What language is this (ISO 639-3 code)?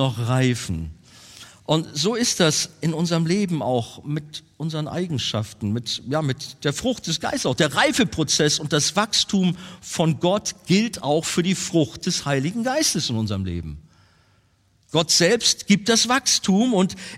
deu